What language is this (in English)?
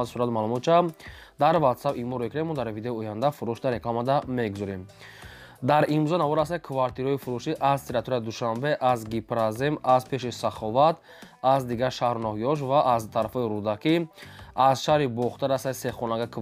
Tajik